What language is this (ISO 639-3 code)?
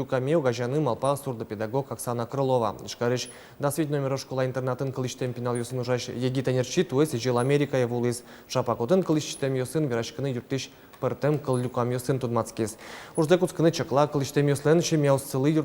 udm